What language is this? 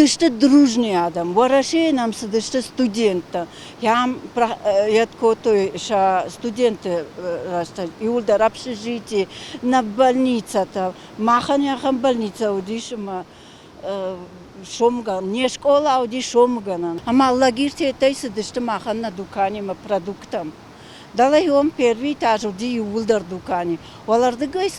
Ossetic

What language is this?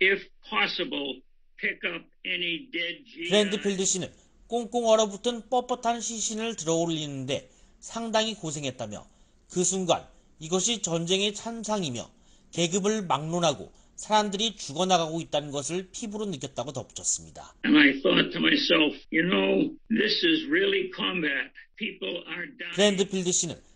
Korean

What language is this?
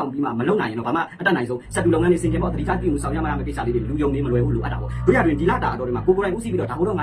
Burmese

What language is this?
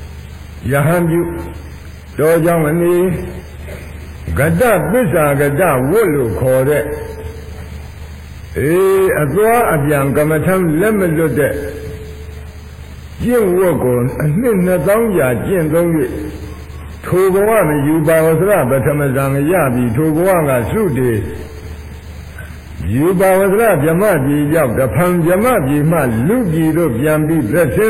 Burmese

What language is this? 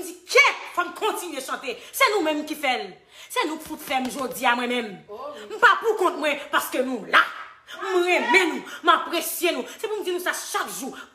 Haitian Creole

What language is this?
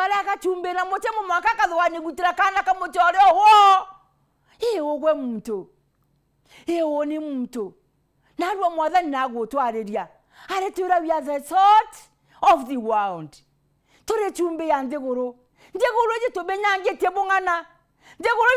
Meru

